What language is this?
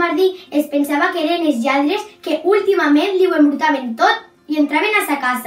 Catalan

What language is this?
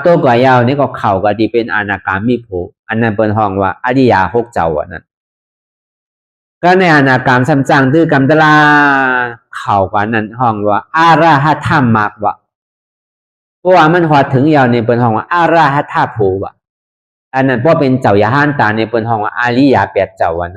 Shan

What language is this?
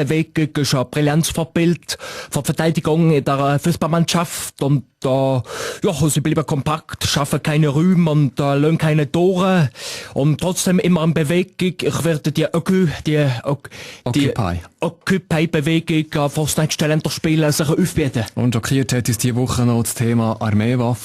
Swiss German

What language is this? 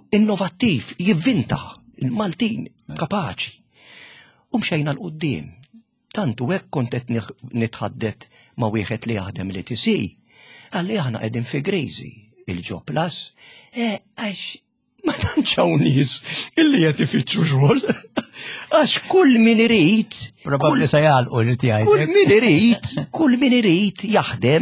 Maltese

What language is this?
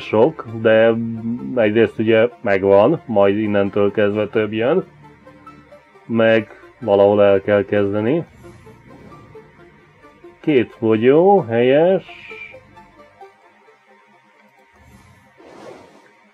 Hungarian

